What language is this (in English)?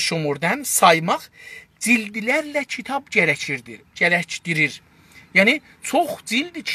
South Azerbaijani